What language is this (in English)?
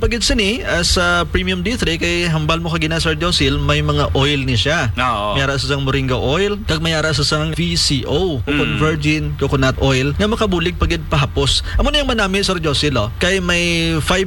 Hiligaynon